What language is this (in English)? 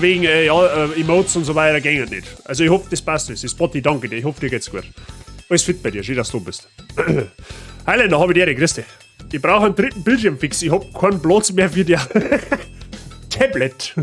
Bavarian